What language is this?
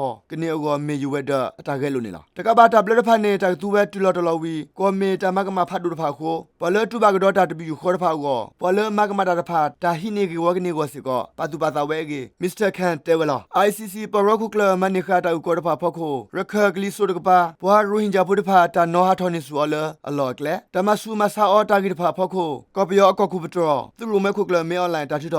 S'gaw Karen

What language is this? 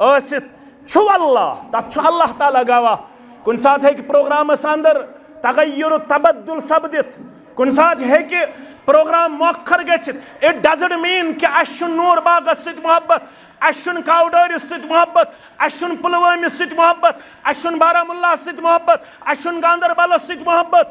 Kashmiri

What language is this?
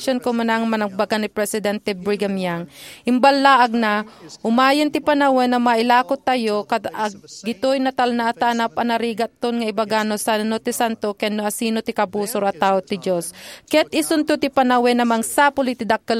Iloko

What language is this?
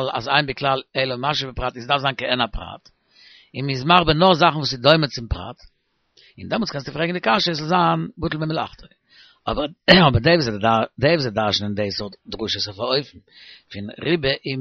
Yiddish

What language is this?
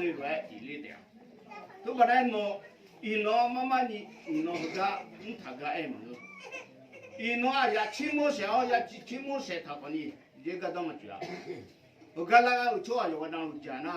Akha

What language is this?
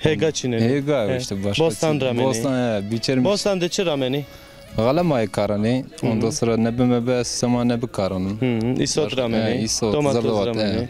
Zaza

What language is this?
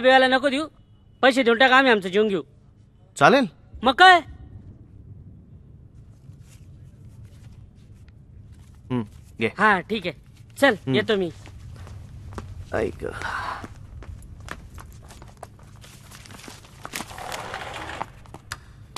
Marathi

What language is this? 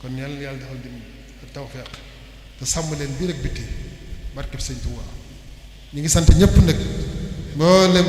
Wolof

